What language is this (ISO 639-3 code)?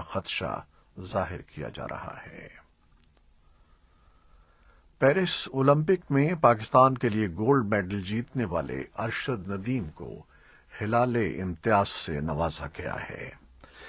urd